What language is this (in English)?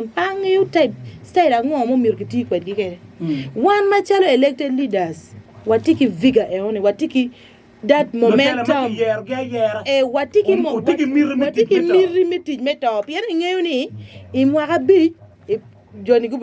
Acoli